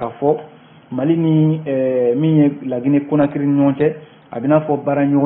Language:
Bambara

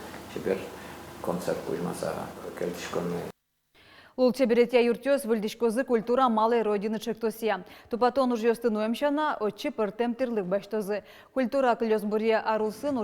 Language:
Udmurt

